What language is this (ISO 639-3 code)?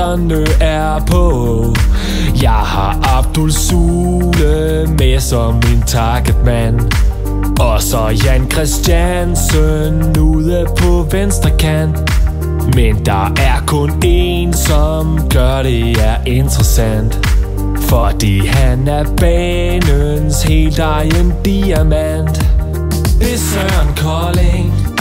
dan